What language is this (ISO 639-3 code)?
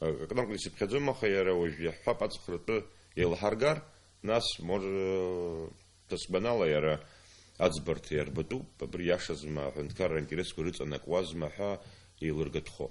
abk